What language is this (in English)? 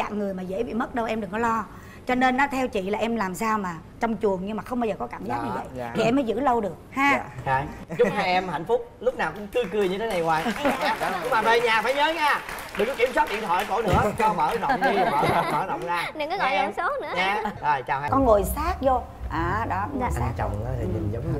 Vietnamese